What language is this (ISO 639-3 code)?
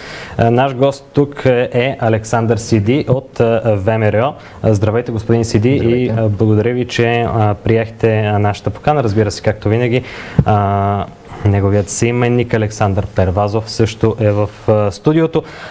bul